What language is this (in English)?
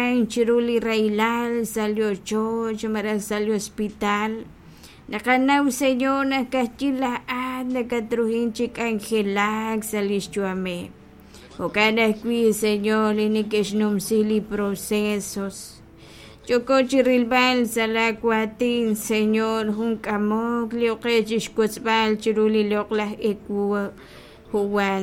Kekchí